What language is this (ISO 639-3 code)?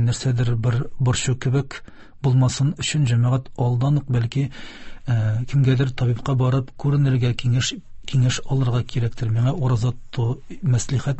tat